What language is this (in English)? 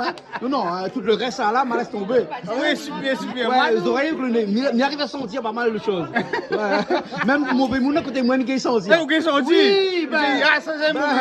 Réunion Creole French